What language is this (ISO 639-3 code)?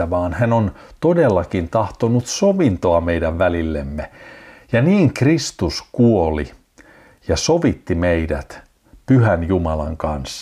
fin